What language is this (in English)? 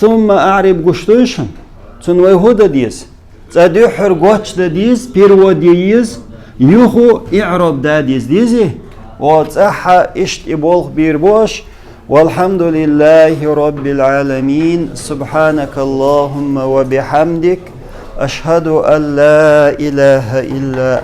Chechen